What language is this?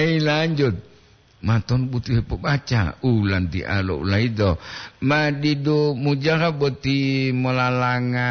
Gorontalo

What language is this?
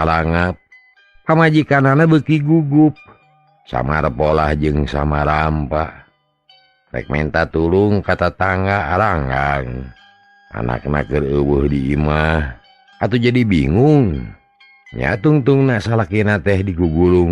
Sundanese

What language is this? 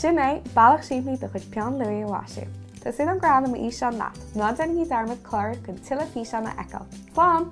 Irish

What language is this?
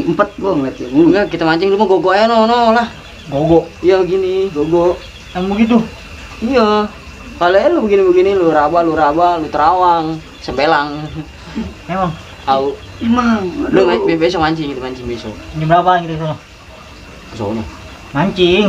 Betawi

